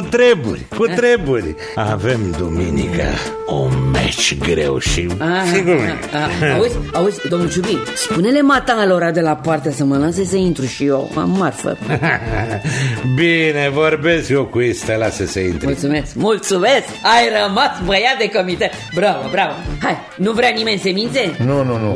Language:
Romanian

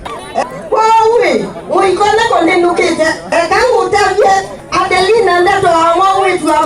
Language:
Kamba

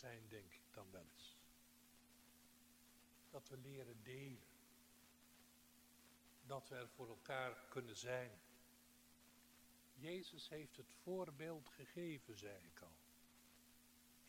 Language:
Dutch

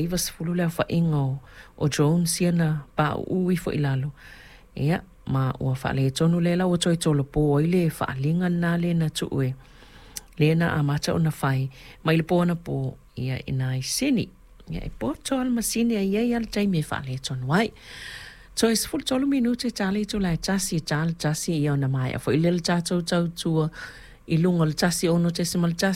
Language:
Samoan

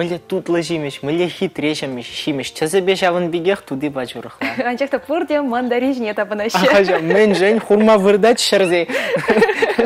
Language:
Chuvash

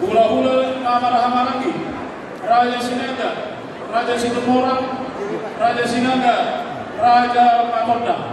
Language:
Batak Toba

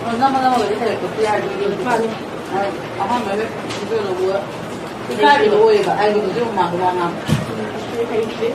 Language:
Manipuri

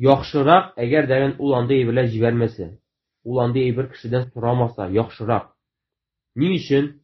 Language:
Tatar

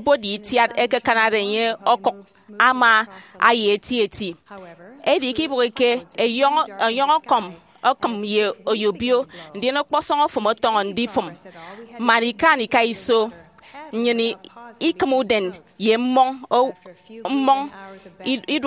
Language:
Efik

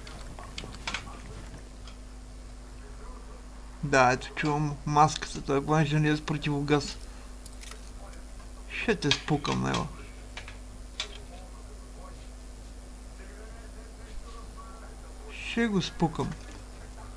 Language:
Bulgarian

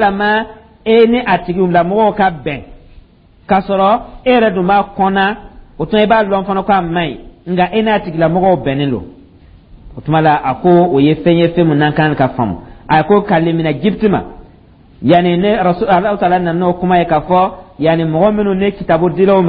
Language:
Dyula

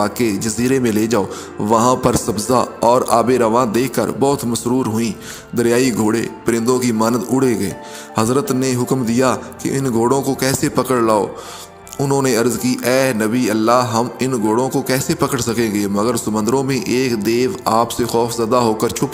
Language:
Urdu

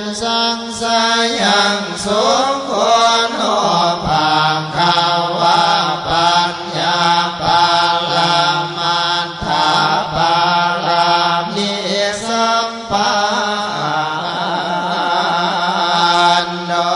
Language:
Pali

